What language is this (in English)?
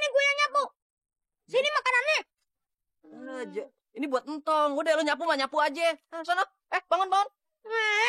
Betawi